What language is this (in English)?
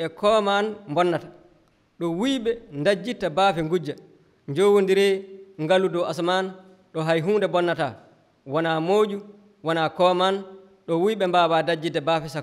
Fula